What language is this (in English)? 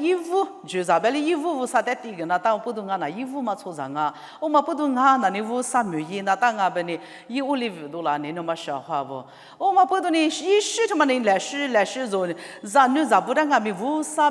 Lisu